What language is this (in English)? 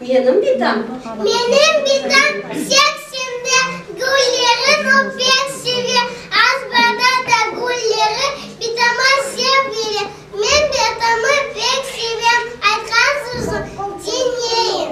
Crimean Tatar